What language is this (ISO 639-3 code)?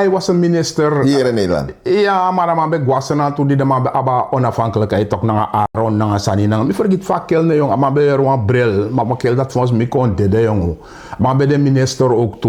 srn